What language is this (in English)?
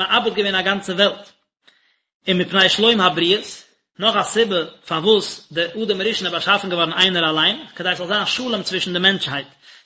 Yiddish